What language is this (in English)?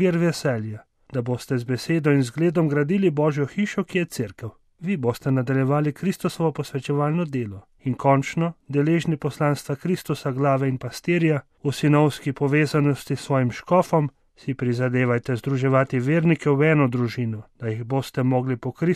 Slovenian